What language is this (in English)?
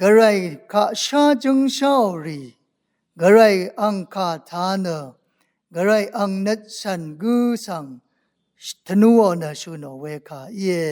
Rawang